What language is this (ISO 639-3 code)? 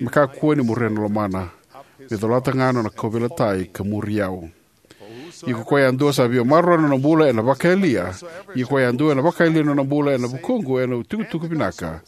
fij